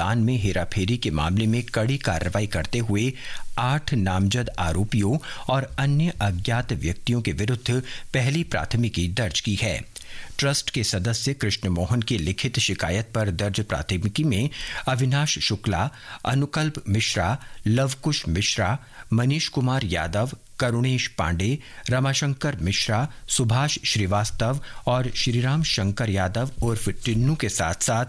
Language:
Hindi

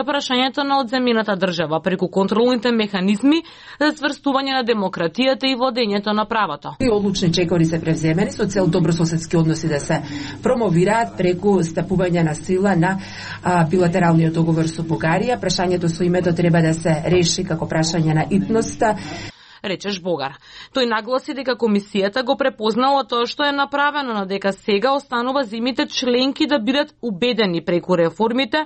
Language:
Macedonian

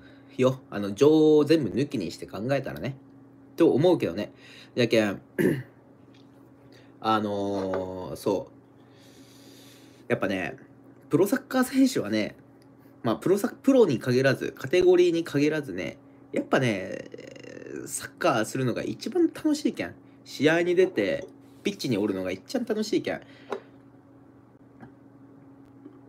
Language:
Japanese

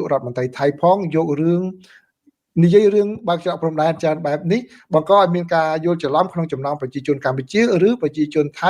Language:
Khmer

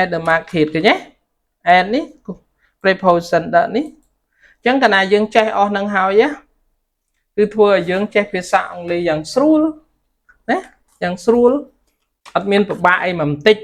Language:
Khmer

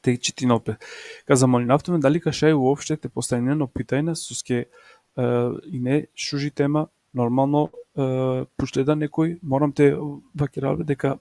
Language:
Balkan Romani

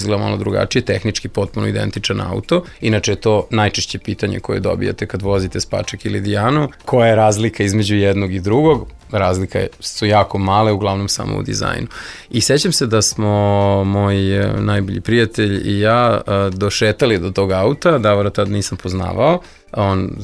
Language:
Serbian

